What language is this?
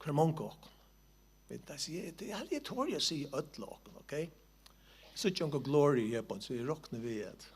Faroese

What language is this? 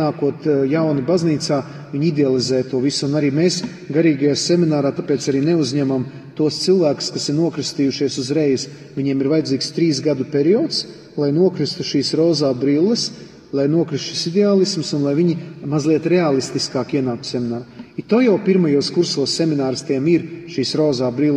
Latvian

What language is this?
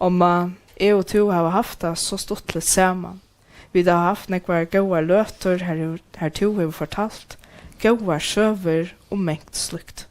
Faroese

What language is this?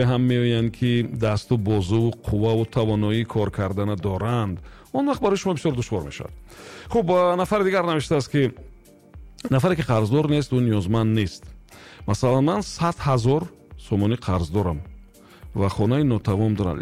Tajik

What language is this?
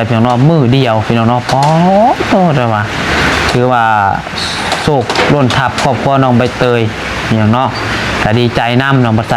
Lao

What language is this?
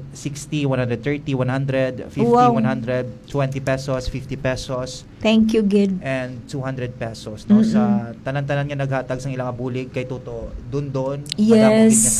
Hiligaynon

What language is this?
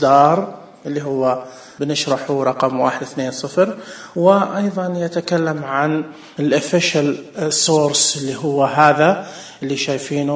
Najdi Arabic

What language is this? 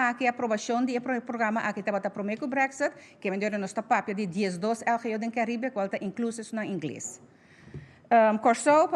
Papiamento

